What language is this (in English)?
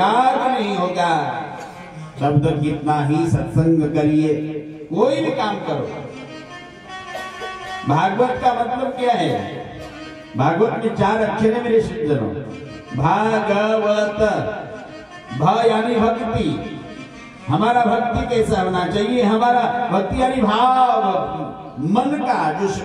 Hindi